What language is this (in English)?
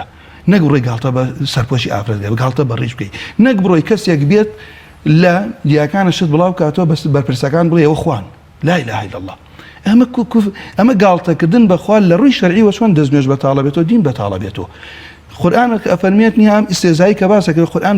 Central Kurdish